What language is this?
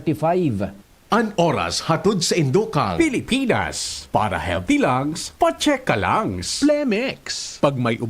Bikol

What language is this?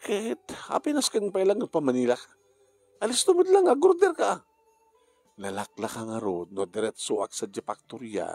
Iloko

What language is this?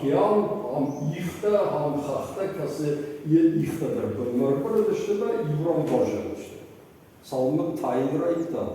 Ossetic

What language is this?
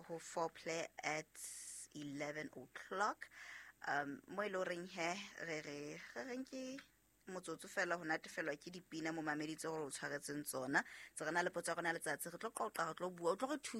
Southern Sotho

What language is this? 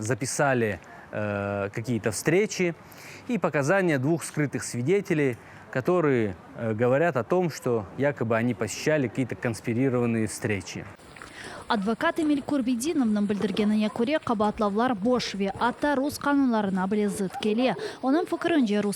Crimean Tatar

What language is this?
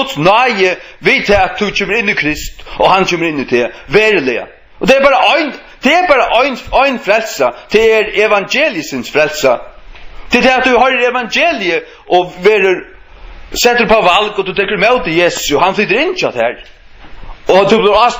Faroese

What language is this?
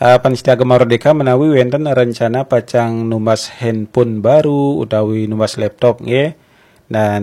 Balinese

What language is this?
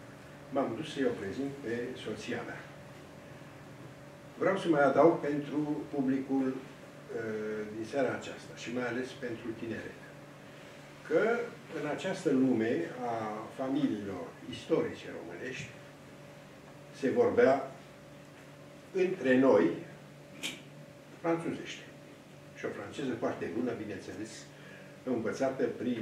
Romanian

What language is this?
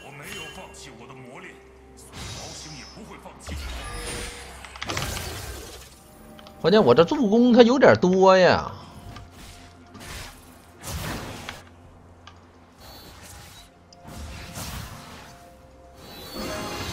Chinese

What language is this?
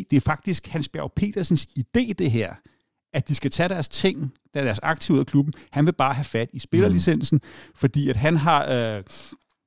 Danish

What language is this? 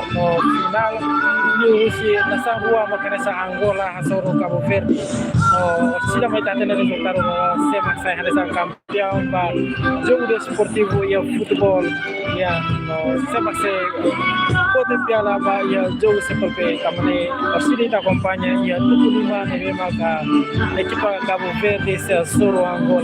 Tetum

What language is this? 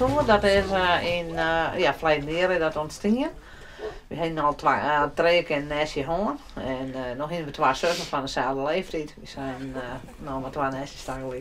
Western Frisian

